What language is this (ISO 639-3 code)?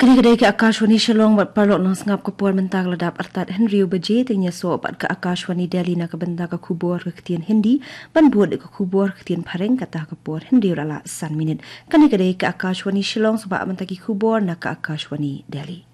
kha